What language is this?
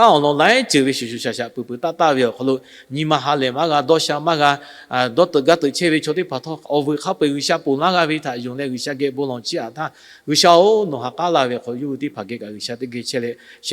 Lahu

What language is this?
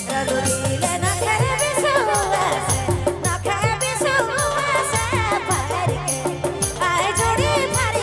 Sadri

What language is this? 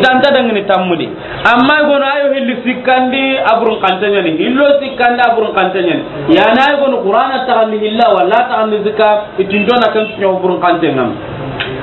Soninke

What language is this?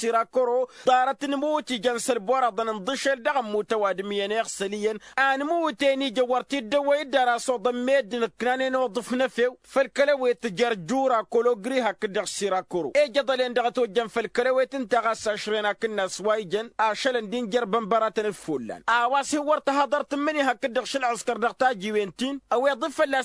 Tamasheq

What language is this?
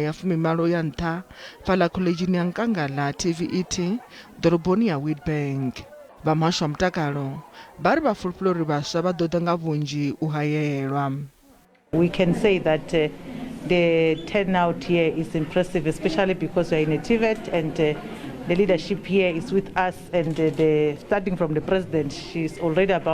Venda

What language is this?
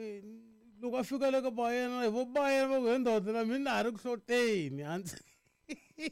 Tsonga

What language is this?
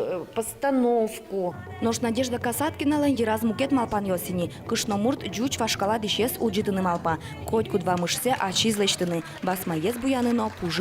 Udmurt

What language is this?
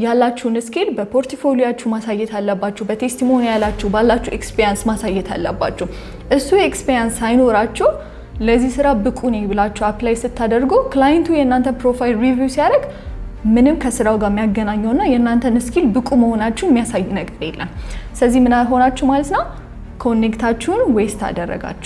Amharic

